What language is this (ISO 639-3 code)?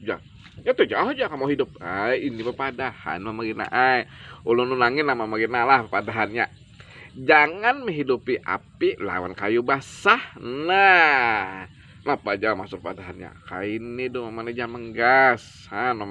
bjn